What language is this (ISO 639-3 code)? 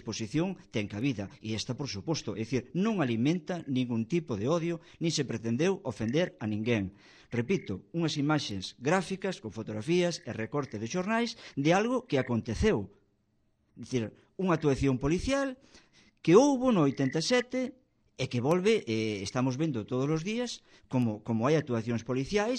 glg